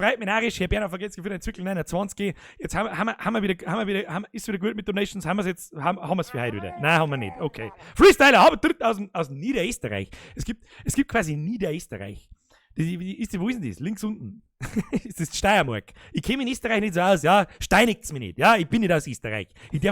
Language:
Bavarian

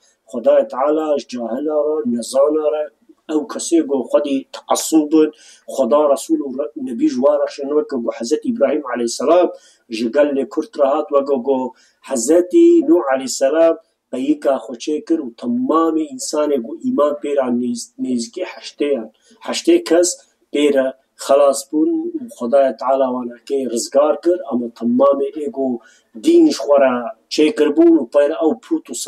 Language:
Kurdish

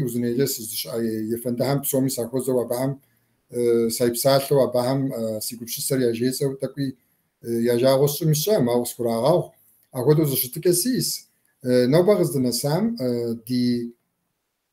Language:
Kabardian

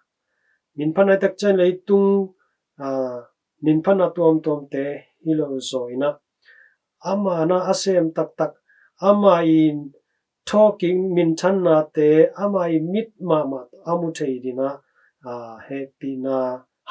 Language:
Tedim Chin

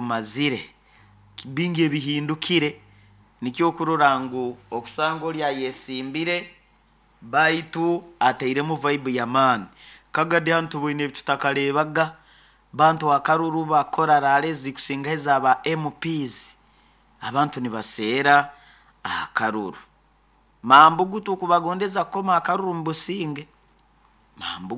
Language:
Nyoro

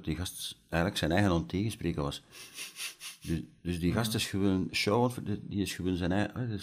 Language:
Dutch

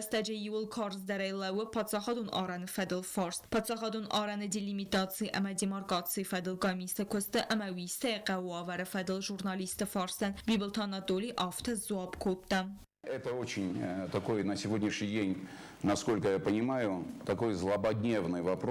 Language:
Ossetic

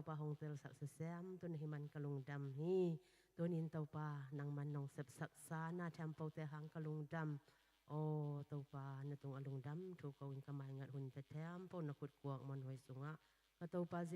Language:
Tedim Chin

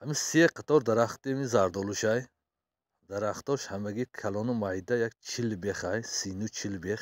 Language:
Tajik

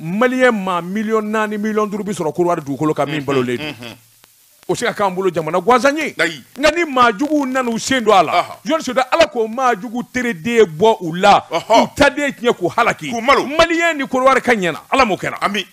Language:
Bambara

